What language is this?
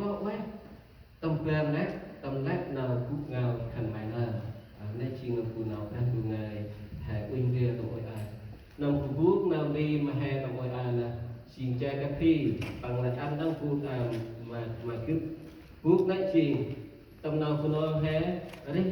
Central Mnong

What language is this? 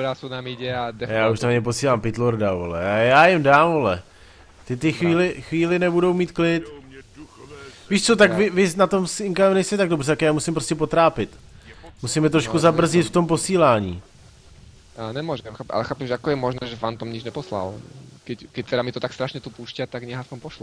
Czech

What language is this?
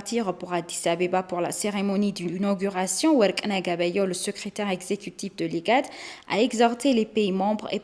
French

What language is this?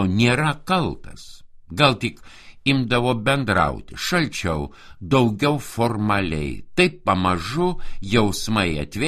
Lithuanian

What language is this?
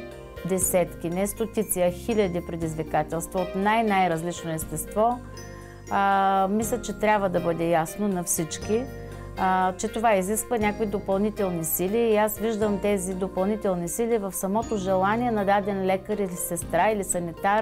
Bulgarian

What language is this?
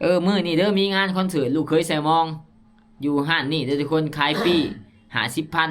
Northeastern Thai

